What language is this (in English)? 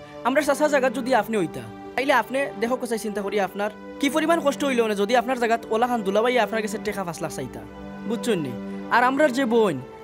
Sylheti